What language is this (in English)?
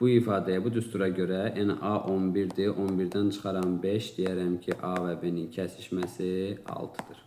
Azerbaijani